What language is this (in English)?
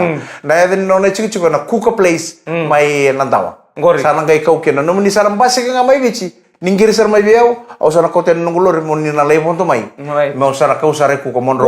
Fijian